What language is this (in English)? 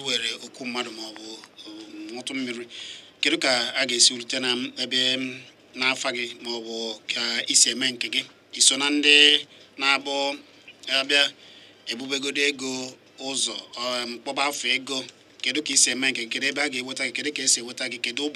Igbo